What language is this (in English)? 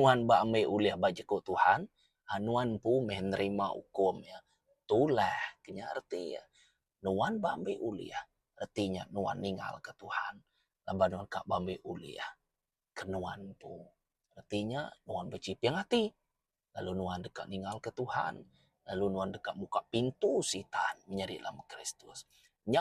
Iban